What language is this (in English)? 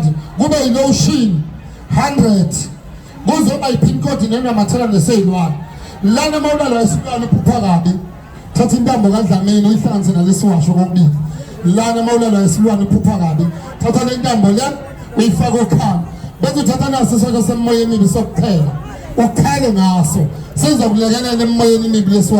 Zulu